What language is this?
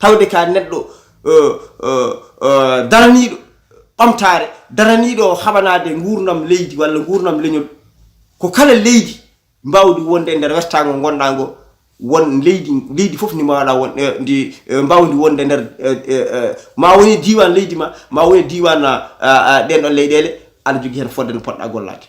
Fula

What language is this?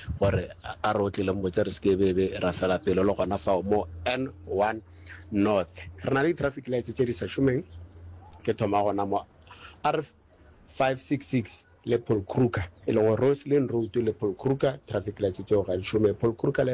Northern Sotho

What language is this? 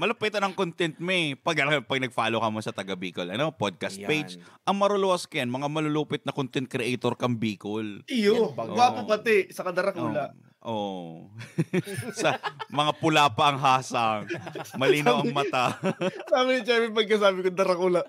Bikol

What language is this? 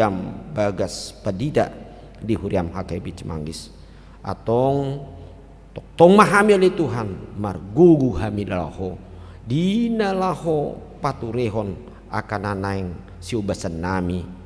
Batak Toba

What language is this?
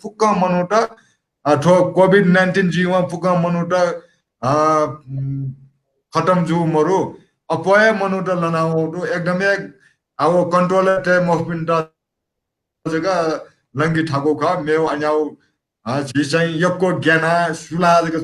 Newari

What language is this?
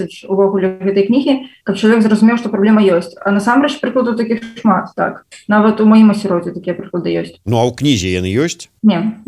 Belarusian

